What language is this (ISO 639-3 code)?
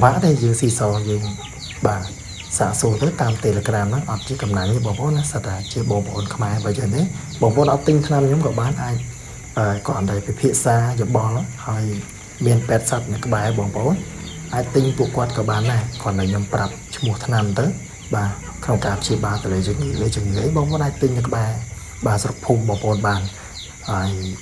khm